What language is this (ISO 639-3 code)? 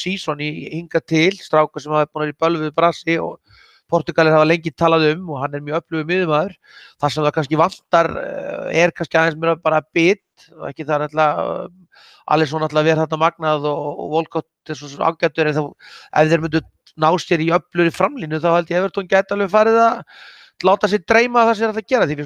isl